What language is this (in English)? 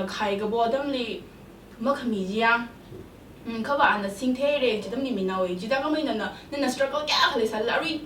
Tangkhul Naga (India)